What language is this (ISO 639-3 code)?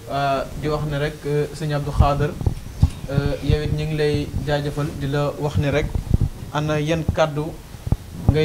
wol